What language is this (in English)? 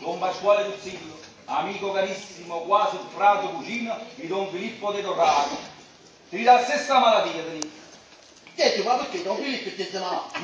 Neapolitan